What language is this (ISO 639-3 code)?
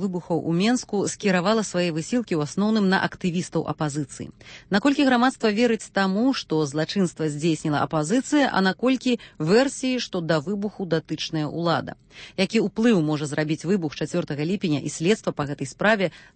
bel